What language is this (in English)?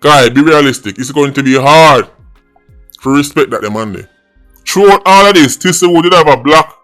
Jamaican Creole English